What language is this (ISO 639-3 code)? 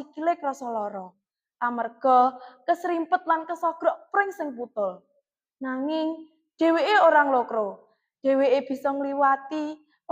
jav